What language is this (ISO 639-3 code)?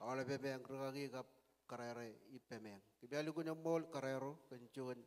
mah